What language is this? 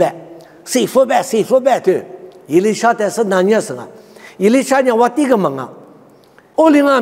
Lisu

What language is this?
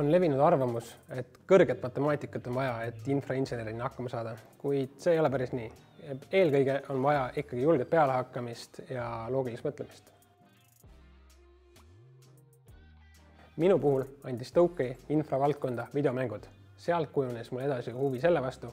Estonian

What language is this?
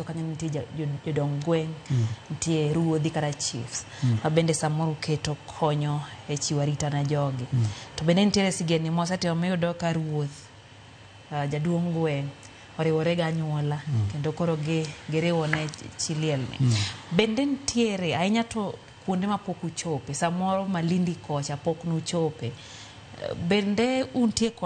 Luo (Kenya and Tanzania)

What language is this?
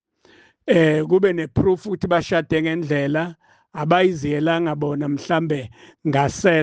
Zulu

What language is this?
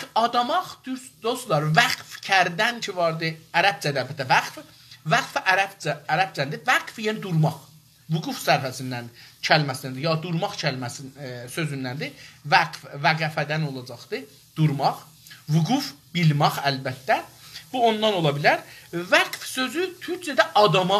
South Azerbaijani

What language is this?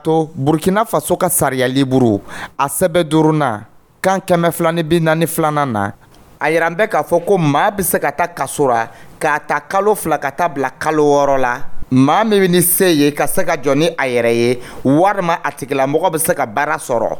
Dyula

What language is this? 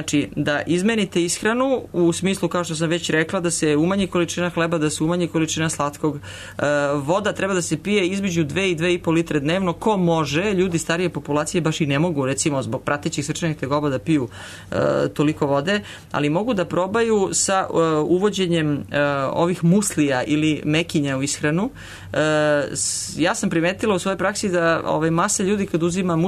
Serbian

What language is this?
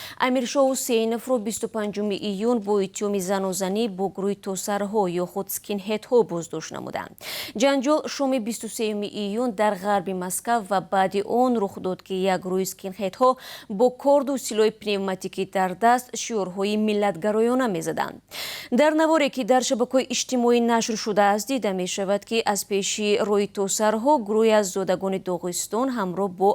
Tajik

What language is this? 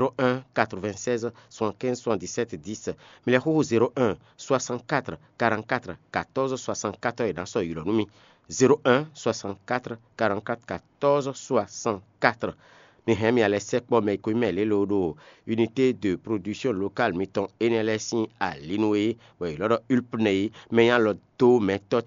Fon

